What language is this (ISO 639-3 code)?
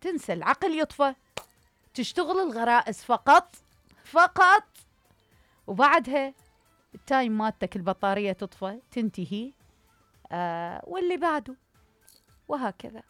acm